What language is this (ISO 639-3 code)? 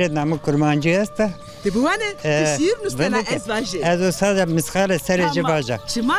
zza